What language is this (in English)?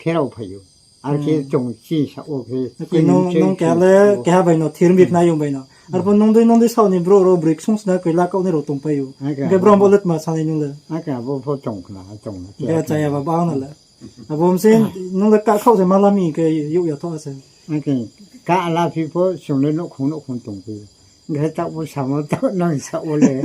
Riang (India)